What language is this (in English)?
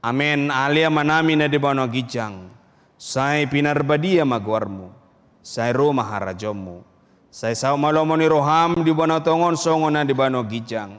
Batak Toba